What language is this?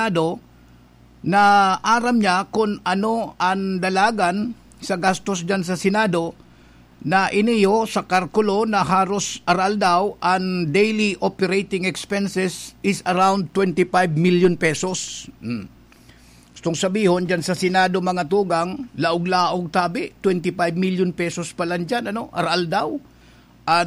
Bikol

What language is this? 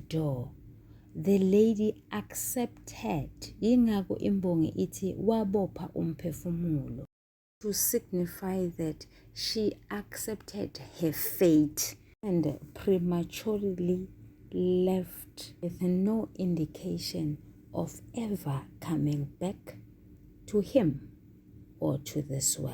Zulu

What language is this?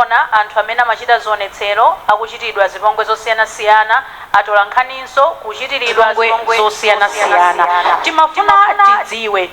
Nyanja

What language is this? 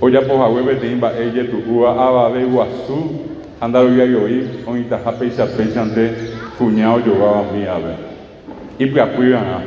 Guarani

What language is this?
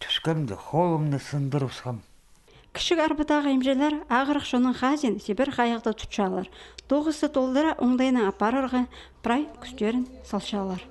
Khakas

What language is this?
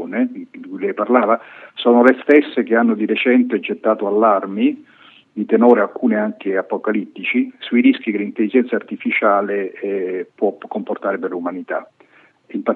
Italian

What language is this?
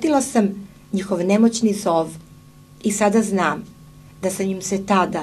Serbian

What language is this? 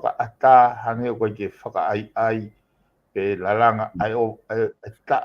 Tongan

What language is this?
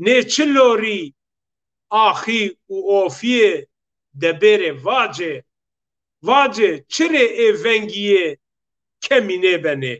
Zaza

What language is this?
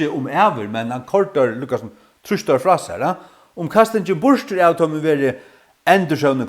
Faroese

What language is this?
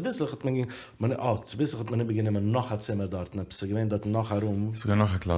Yiddish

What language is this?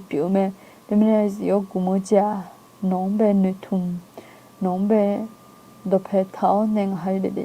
Akha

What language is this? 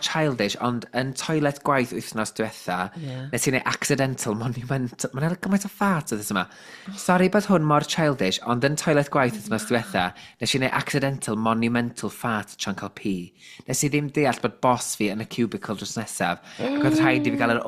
Welsh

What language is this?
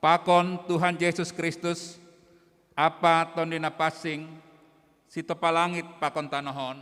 Batak Simalungun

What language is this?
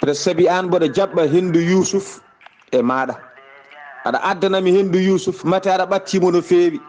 Fula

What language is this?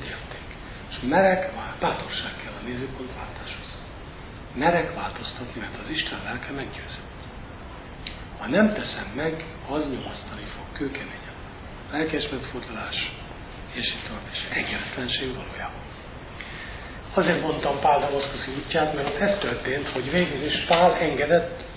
Hungarian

